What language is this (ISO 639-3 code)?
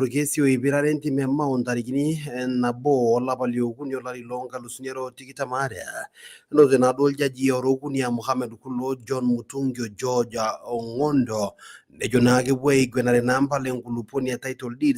mas